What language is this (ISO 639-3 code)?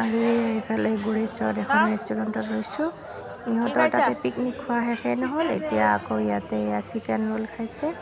asm